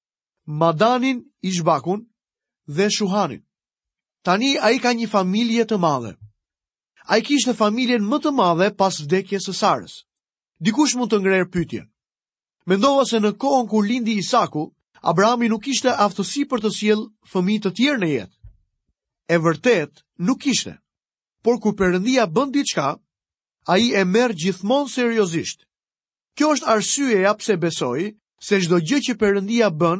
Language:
Albanian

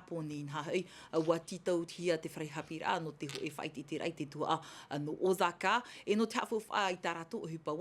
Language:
Tahitian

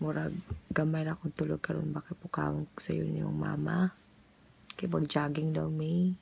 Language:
Cebuano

